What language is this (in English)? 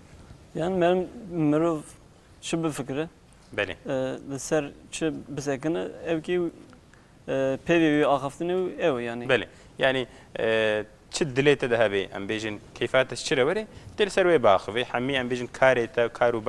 Kurdish